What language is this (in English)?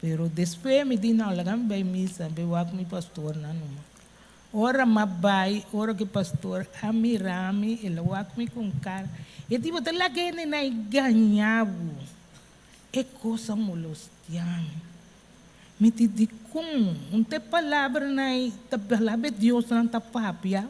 Papiamento